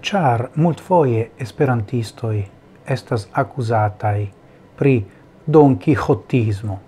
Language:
Esperanto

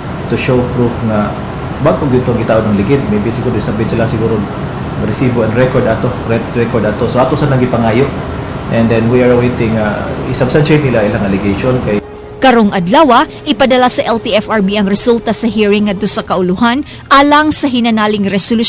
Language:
Cebuano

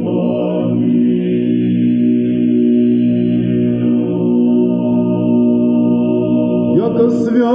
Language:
Russian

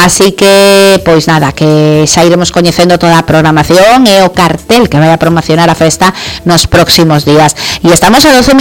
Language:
Galician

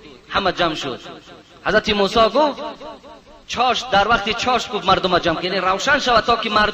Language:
Tajik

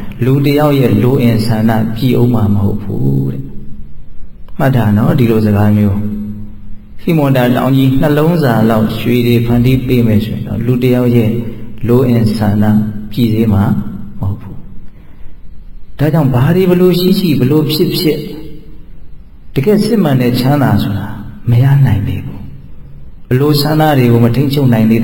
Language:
Burmese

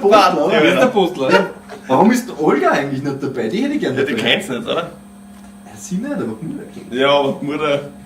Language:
Bavarian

